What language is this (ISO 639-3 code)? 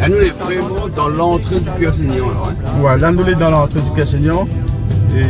rcf